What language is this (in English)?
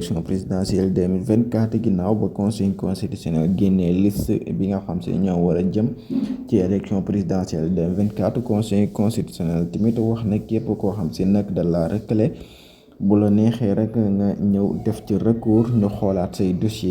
Wolof